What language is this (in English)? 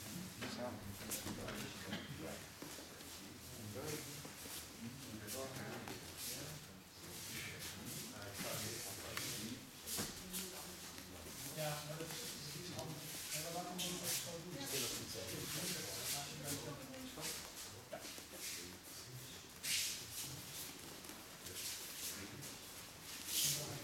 Dutch